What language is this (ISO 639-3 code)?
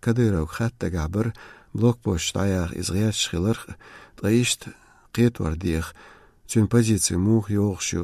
che